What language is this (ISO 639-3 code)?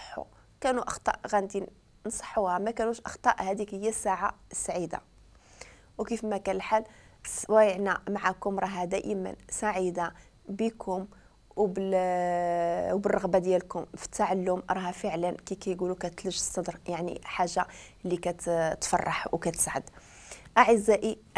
ary